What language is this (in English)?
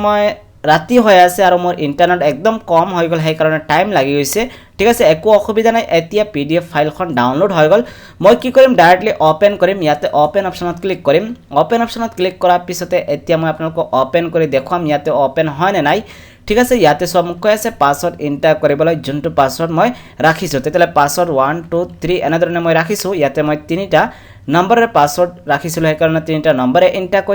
Assamese